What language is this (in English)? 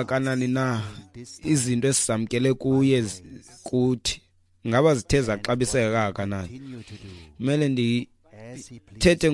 Xhosa